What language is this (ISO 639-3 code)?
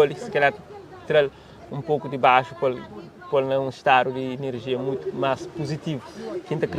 kea